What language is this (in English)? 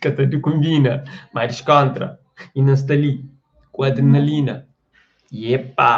Kabuverdianu